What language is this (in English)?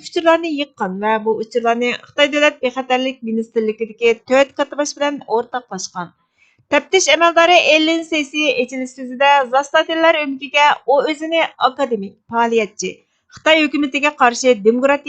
Uyghur